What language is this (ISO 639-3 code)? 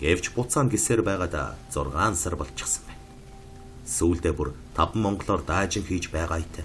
mon